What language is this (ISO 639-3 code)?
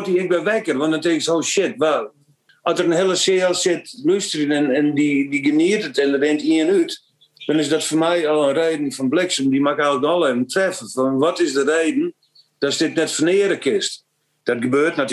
fry